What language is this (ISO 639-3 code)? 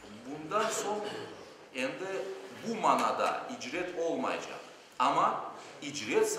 crh